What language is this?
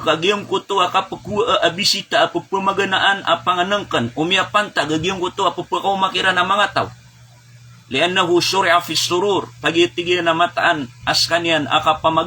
Maranao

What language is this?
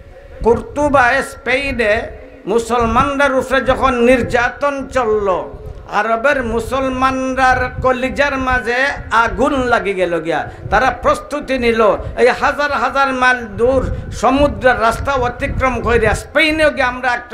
Sylheti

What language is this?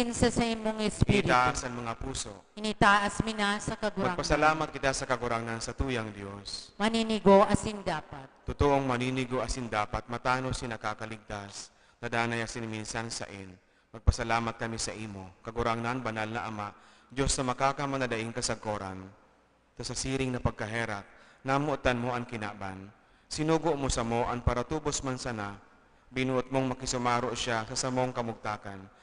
Bikol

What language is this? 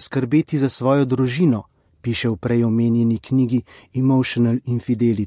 Slovenian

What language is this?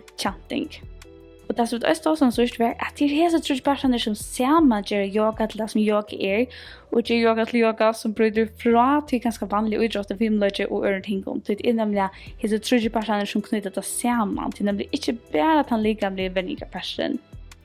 Faroese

